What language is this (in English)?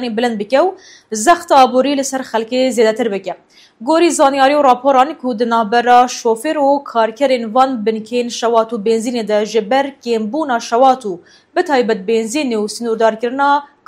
Kurdish